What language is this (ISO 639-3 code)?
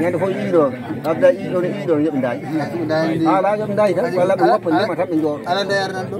ful